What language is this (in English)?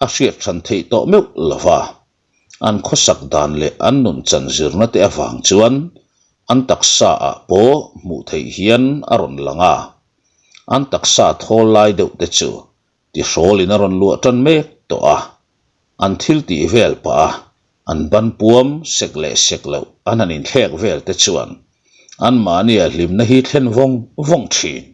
Mizo